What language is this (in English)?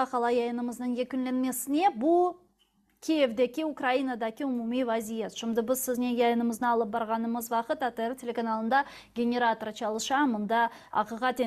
Crimean Tatar